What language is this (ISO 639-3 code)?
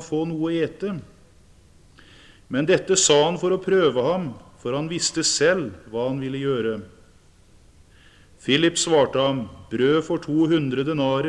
nor